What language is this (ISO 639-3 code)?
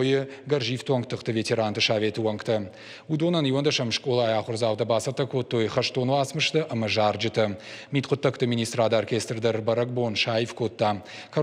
oss